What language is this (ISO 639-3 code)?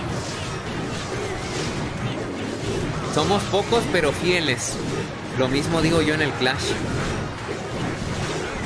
spa